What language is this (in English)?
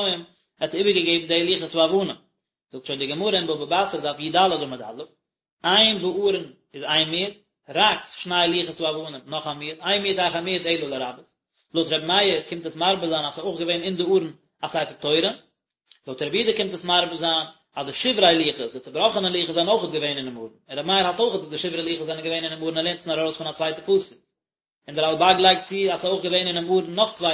Yiddish